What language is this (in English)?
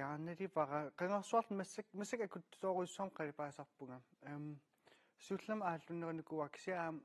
Kalaallisut